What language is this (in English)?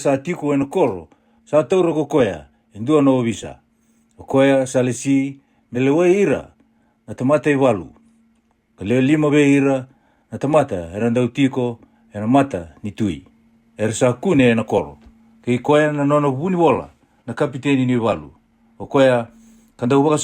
Fijian